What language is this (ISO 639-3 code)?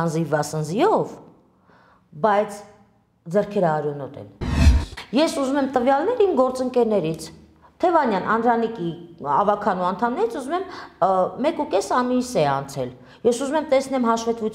hye